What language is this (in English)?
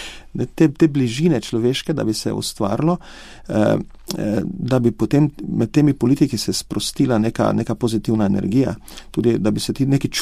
Slovenian